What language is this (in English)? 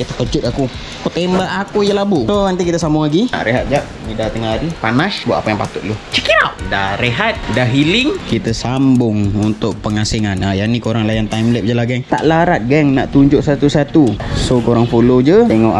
Malay